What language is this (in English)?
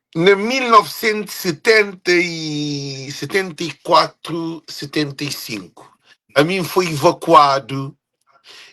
Kabuverdianu